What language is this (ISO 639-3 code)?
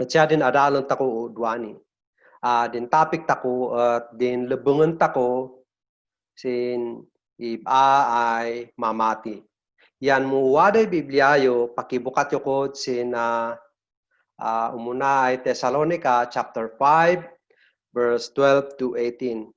kne